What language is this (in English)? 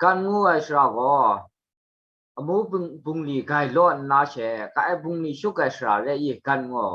Kachin